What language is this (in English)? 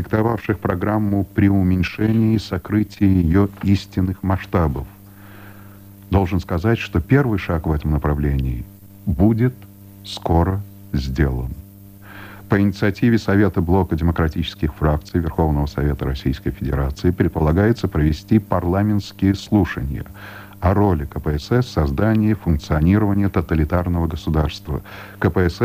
Russian